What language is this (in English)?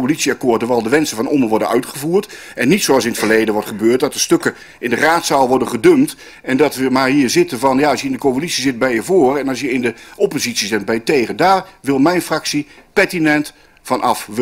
Dutch